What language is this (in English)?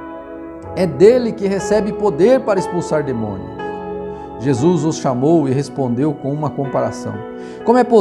Portuguese